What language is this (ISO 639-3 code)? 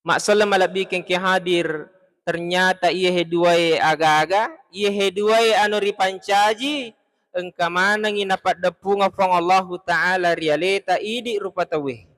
bug